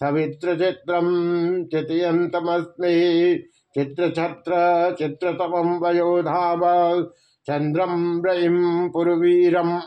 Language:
Sanskrit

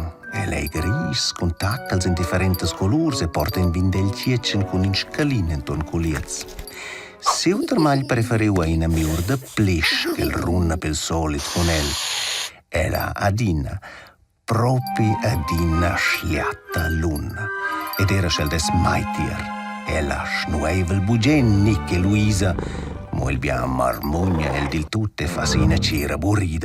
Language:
Romansh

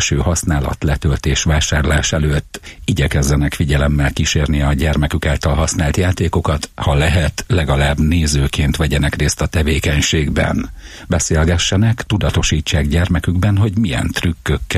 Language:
Hungarian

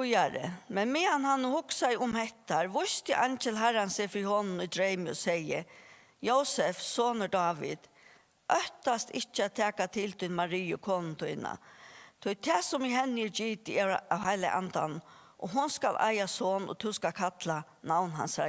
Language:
Faroese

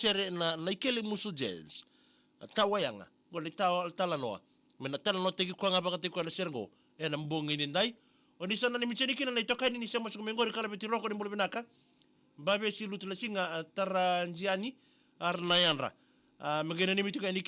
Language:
Fijian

